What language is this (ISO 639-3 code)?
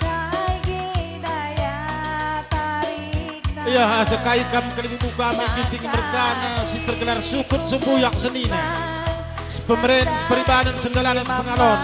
btx